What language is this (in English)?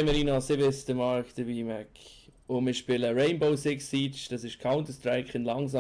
Swiss German